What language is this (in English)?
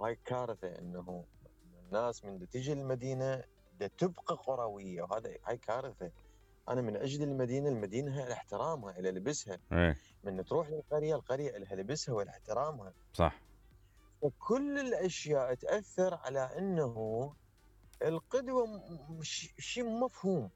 Mesopotamian Arabic